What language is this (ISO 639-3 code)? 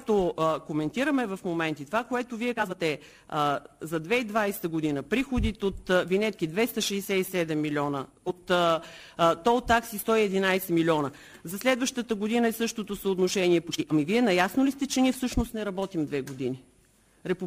bul